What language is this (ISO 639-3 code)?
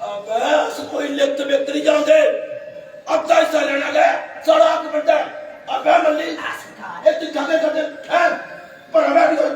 doi